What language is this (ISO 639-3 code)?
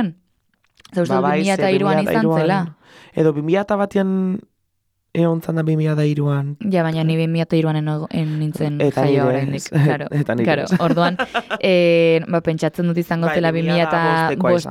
eus